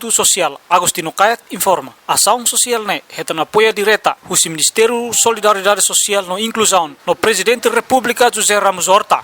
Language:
Tetum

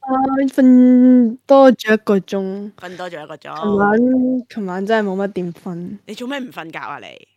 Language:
Cantonese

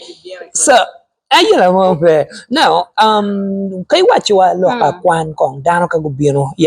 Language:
Acoli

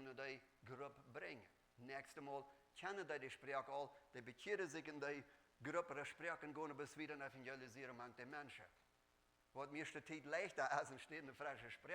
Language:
Plautdietsch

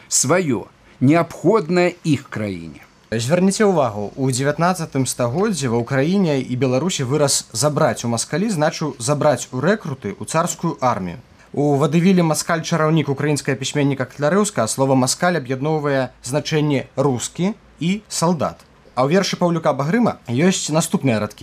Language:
Belarusian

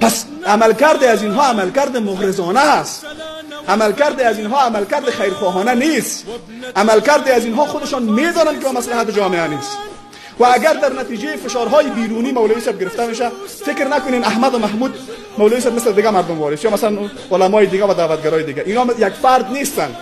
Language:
Persian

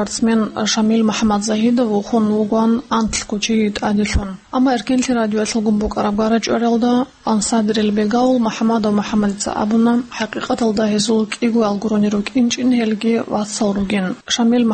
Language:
Avaric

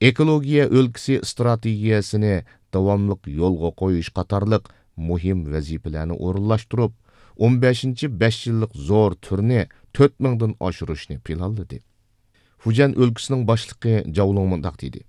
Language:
Uyghur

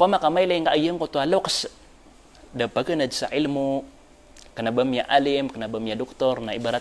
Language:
Maranao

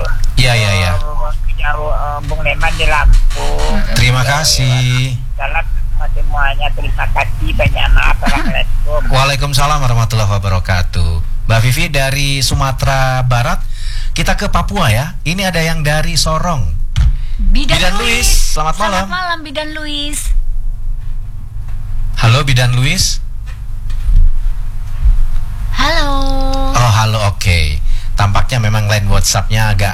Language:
Indonesian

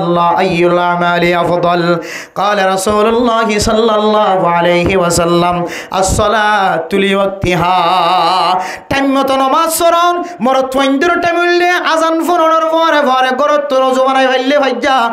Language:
Rohingya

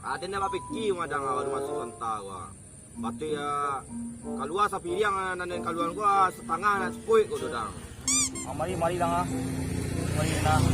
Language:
Minangkabau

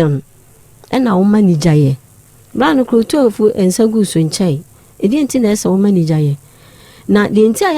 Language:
Akan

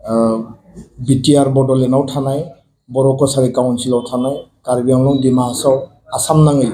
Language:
Bodo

